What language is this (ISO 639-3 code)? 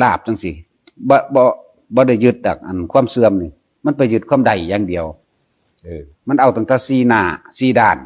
tts